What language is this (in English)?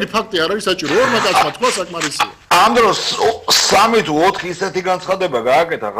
Georgian